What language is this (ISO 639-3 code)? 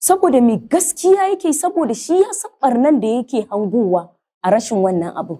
hau